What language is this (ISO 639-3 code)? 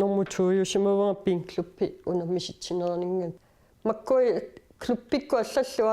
kal